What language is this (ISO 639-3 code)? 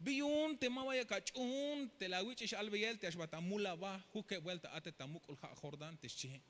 tzh